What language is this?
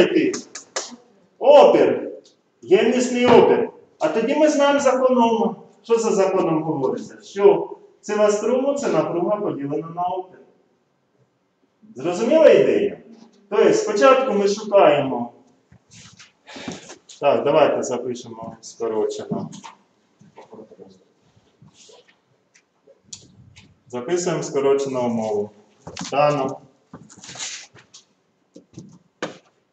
Ukrainian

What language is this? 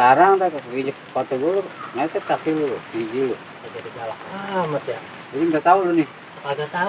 Betawi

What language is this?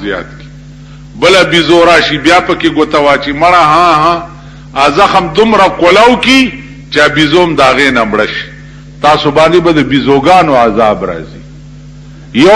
Pashto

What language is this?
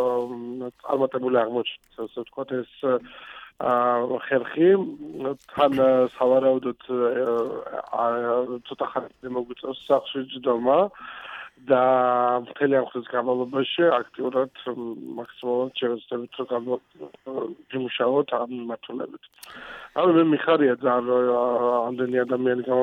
Georgian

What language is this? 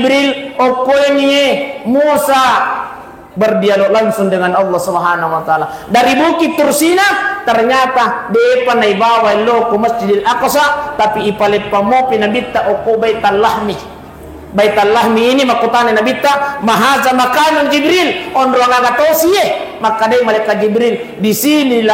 Buginese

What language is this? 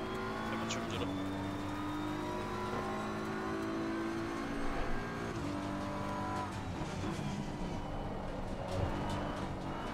Danish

